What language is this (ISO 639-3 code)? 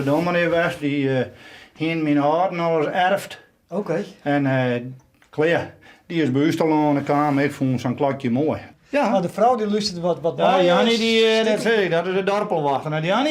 fry